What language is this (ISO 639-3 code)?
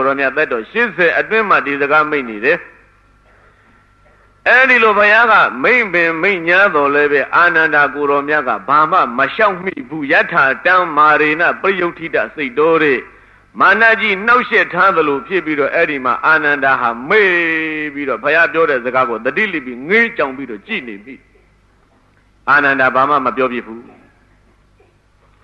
mya